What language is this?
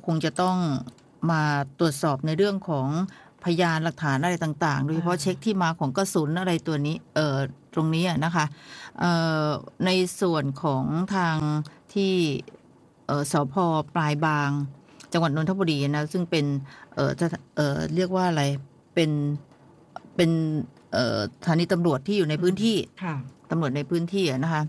Thai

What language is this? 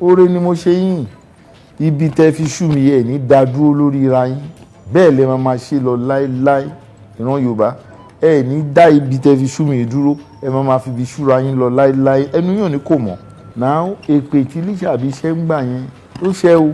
Yoruba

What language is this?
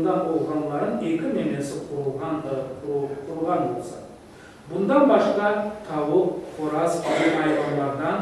Crimean Tatar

